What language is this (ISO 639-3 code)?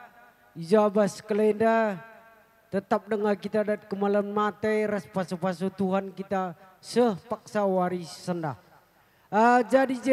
btx